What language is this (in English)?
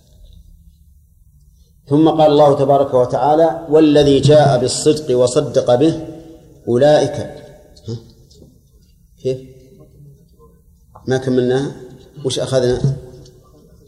Arabic